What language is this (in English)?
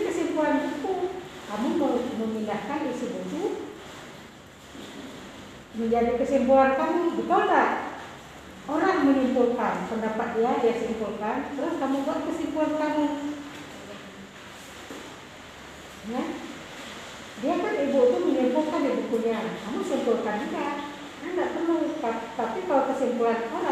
Indonesian